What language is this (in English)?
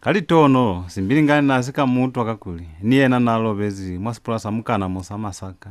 Lozi